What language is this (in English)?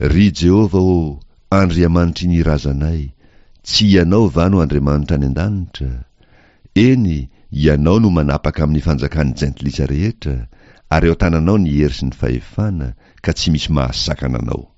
Malagasy